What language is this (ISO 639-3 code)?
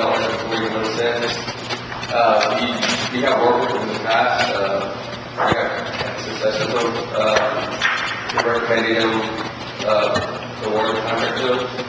eng